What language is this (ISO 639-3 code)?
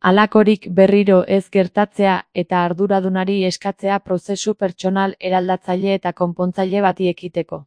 eus